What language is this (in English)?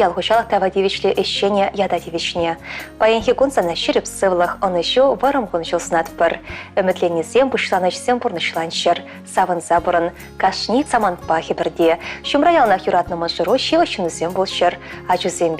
Chuvash